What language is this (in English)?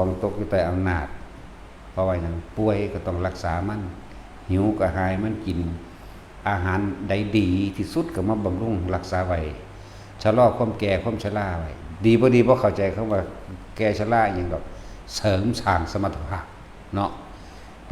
Northeastern Thai